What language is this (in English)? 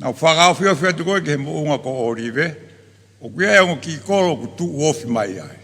Tongan